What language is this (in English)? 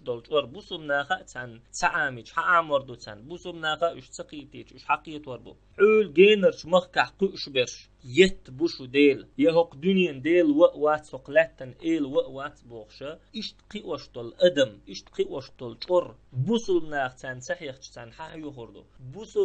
Chechen